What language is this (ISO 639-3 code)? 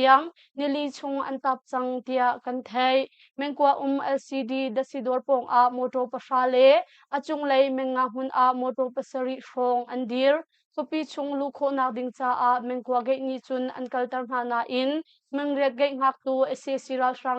cnh